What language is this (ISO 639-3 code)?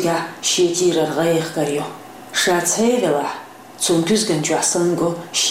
che